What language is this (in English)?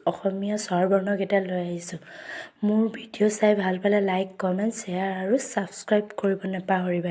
Assamese